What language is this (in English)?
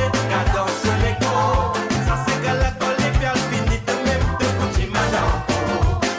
Morisyen